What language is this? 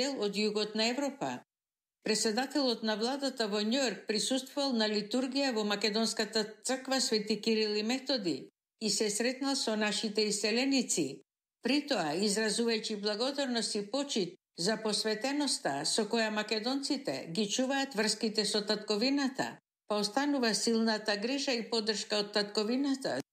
Macedonian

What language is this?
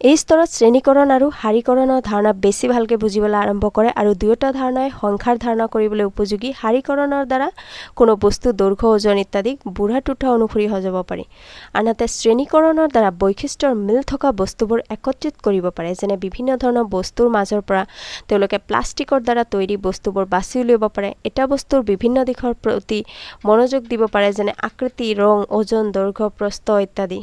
Assamese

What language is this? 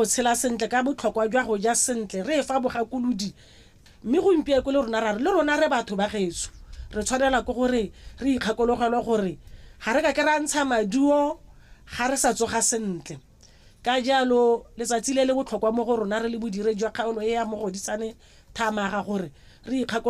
Tswana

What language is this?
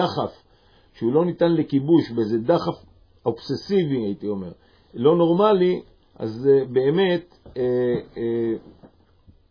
Hebrew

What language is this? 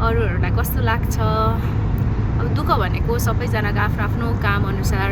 Nepali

